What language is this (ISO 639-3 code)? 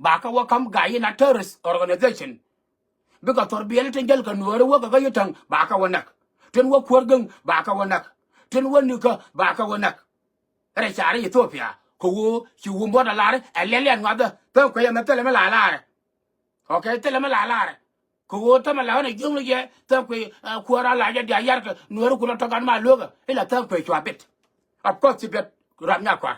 nus